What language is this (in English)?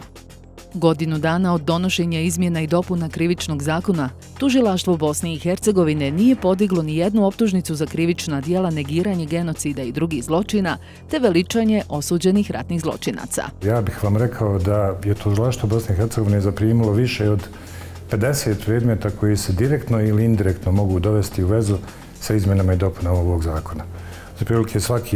Bosnian